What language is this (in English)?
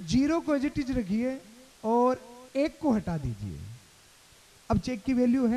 Hindi